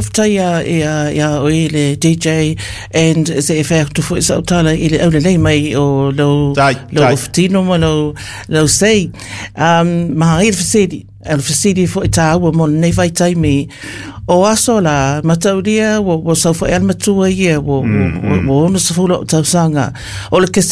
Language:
Samoan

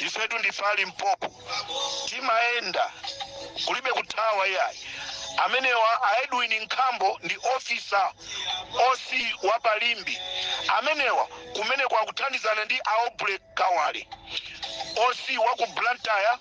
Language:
Nyanja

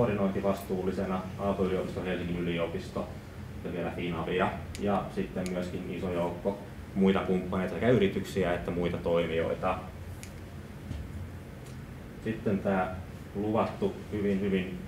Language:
Finnish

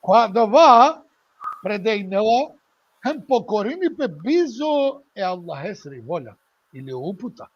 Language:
Balkan Romani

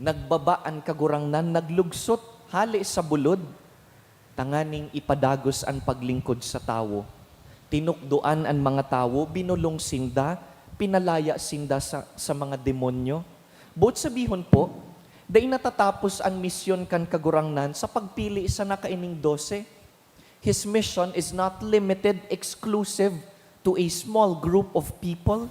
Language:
Bikol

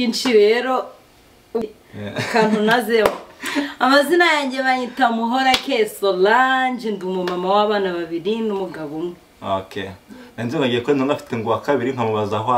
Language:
Kinyarwanda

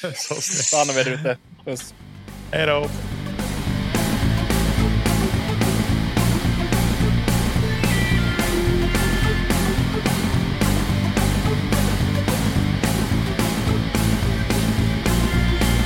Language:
Swedish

